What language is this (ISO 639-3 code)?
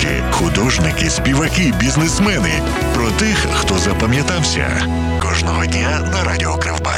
ukr